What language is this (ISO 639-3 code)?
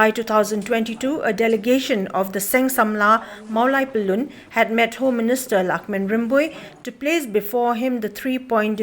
kha